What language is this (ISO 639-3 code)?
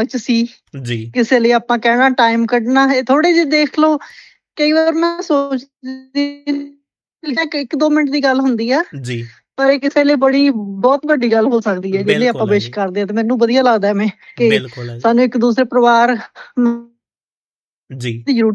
pan